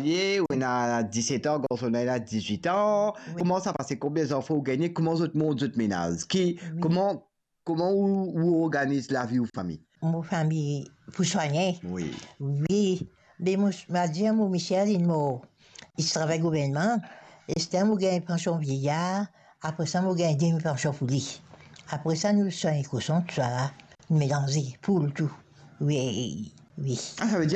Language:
Morisyen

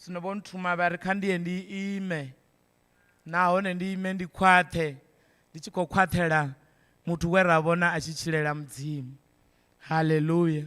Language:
Venda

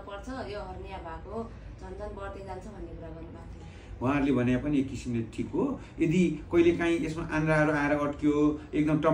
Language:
Nepali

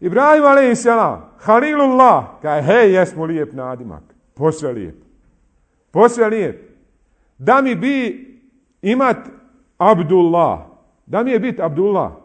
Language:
Bosnian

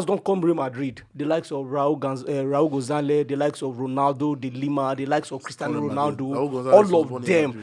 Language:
Nigerian Pidgin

